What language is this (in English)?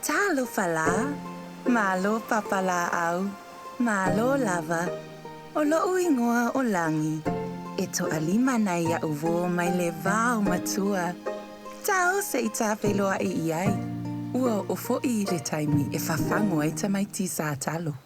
Samoan